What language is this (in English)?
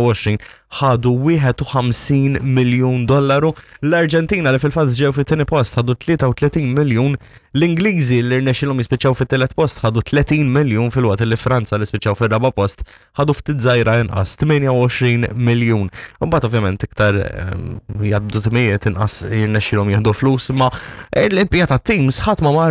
Maltese